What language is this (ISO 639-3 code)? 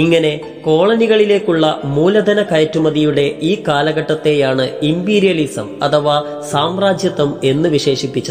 mal